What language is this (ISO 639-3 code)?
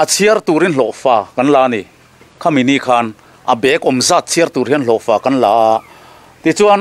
lus